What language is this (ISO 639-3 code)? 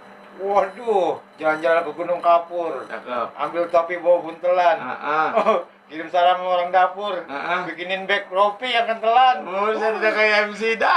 bew